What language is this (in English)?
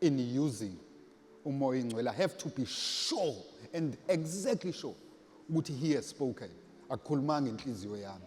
Zulu